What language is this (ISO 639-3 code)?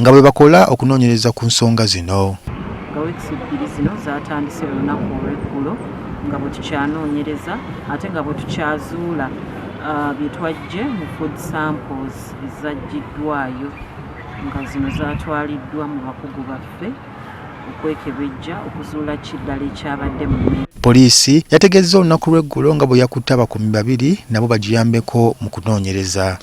lug